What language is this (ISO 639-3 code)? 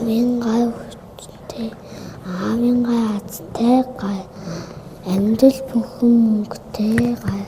mon